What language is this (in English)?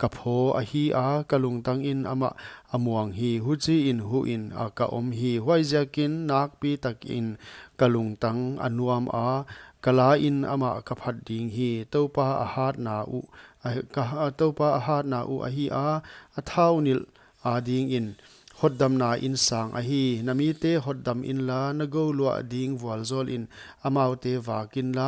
Paite Chin